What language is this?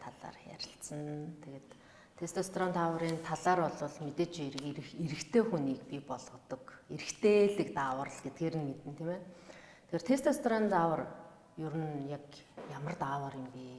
Mongolian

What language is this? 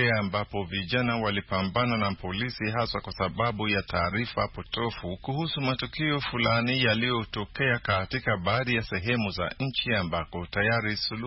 Swahili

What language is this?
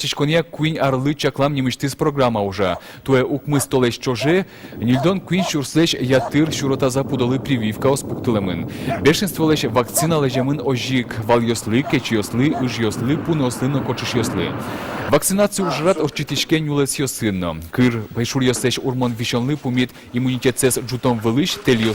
Udmurt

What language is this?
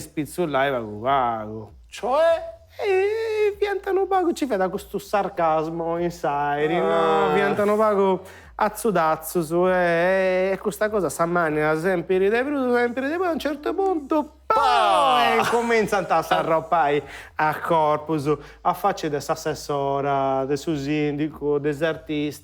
Sardinian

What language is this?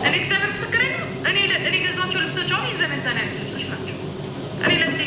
Amharic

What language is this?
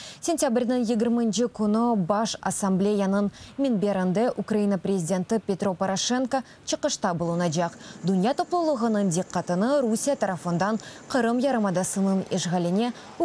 Crimean Tatar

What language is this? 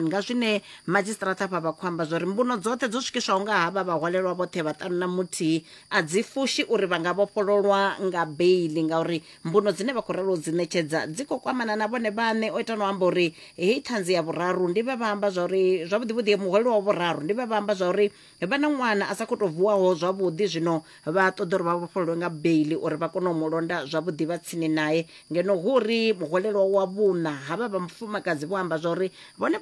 Venda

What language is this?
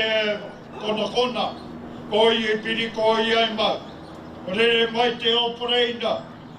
Māori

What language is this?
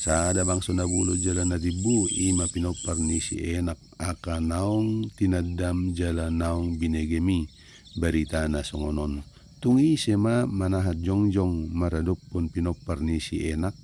Batak Toba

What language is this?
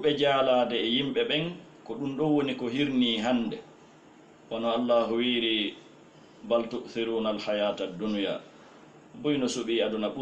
Fula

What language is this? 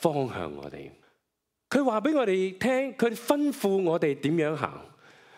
Cantonese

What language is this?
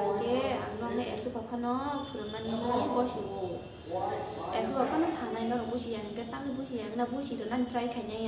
Kok Borok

